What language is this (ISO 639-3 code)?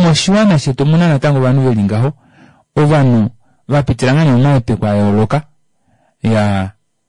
kua